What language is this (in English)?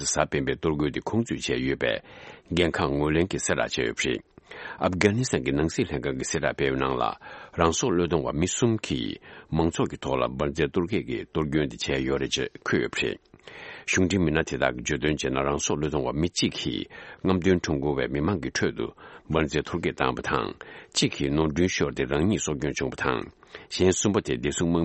Tibetan